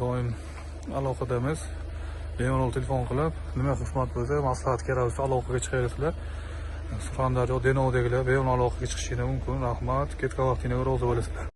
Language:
Uzbek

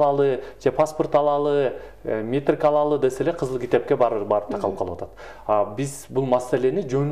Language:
Kyrgyz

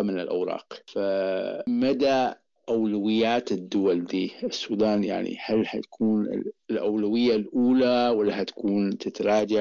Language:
Sudanese Arabic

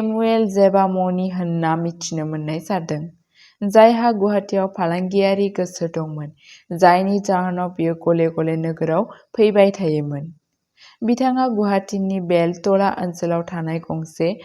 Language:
Bodo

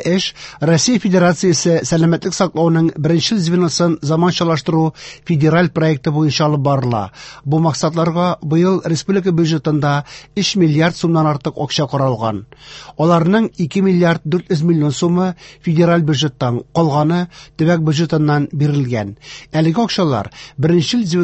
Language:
Tatar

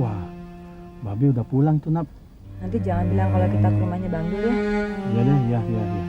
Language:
Betawi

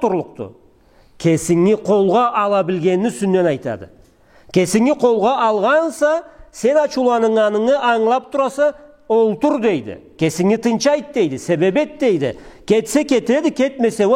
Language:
Karachay-Balkar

